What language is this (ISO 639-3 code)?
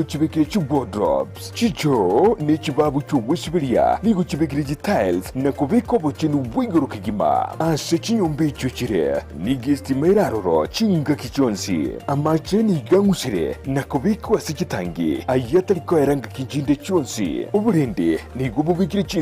guz